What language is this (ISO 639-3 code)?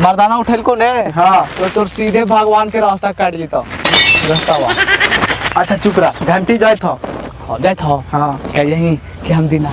mag